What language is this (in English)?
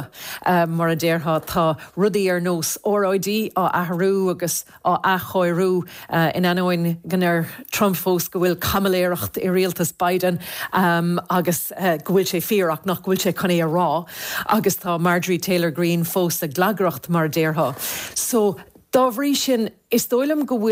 Irish